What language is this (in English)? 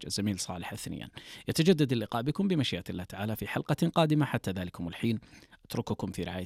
Arabic